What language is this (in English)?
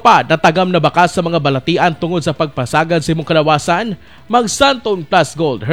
Cebuano